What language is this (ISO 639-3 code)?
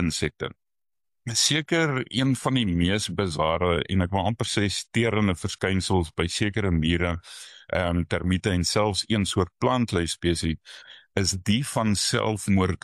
afr